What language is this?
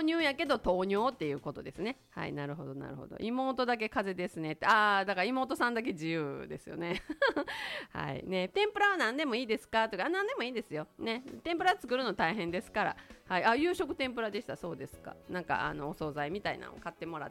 Japanese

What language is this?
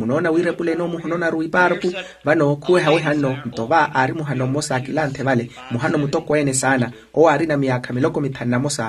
Makhuwa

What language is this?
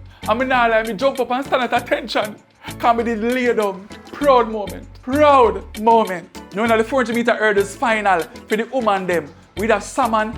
Jamaican Creole English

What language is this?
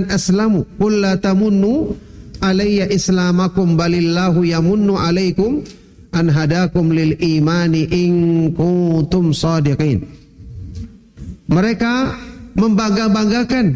Indonesian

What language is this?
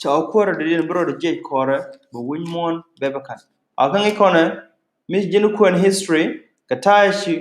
Nuer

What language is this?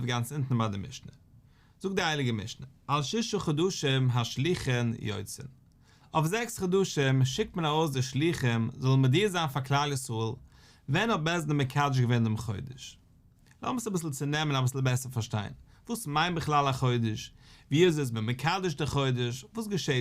Yiddish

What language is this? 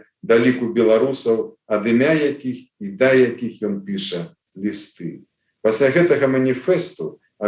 Belarusian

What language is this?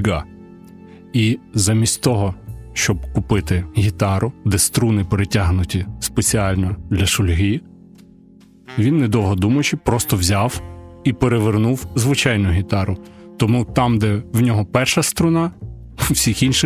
Ukrainian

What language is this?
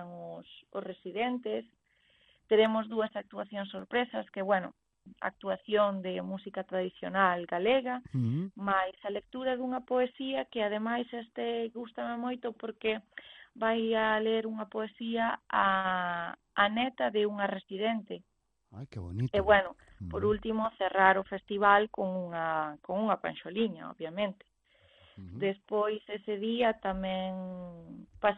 Galician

